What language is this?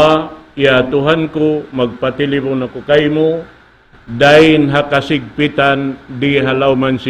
Tausug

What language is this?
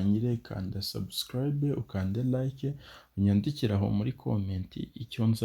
Kinyarwanda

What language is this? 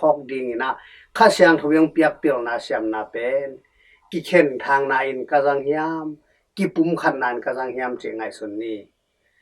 Tedim Chin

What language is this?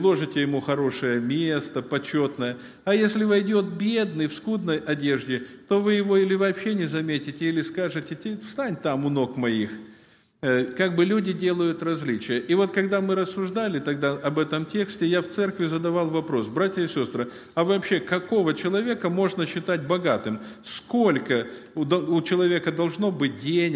Russian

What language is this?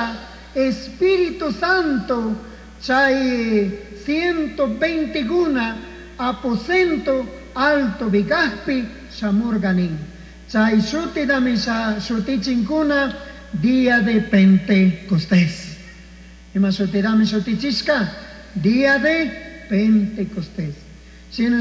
Chimborazo Highland Quichua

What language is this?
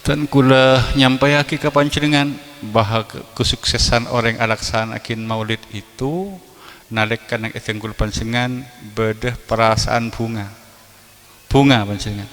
Madurese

